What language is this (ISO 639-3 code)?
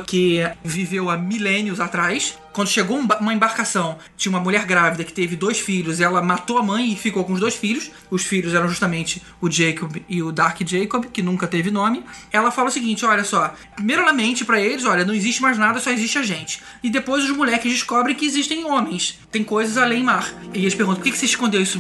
por